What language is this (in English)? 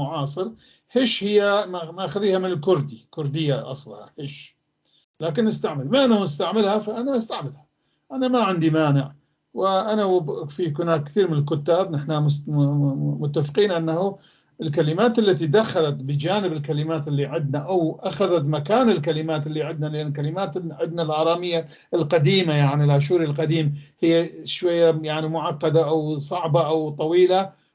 North Levantine Arabic